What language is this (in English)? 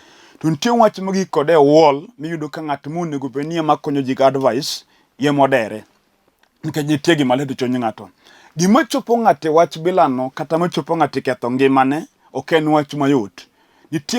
Luo (Kenya and Tanzania)